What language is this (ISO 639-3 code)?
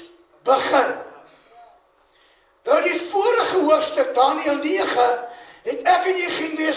afr